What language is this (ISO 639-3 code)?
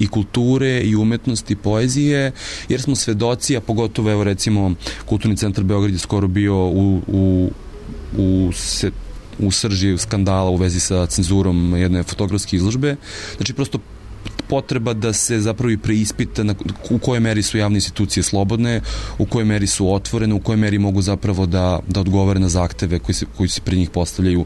srp